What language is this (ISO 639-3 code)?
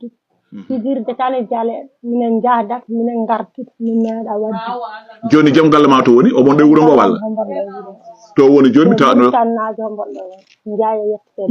ful